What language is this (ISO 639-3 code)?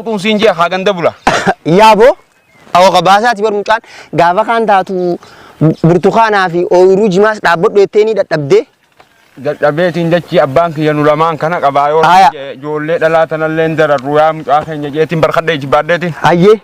orm